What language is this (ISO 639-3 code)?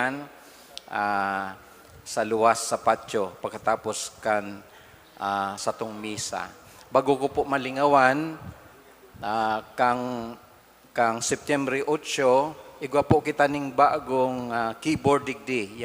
bik